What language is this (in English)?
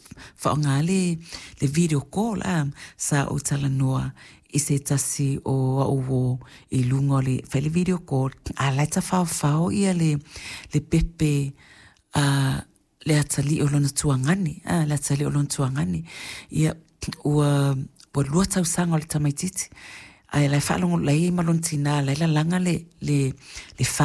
Samoan